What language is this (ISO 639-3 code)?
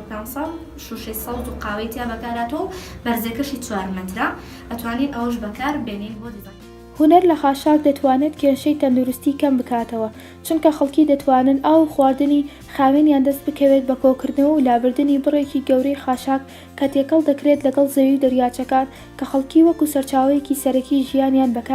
ckb